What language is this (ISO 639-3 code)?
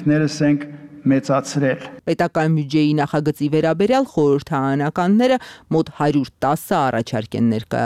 hye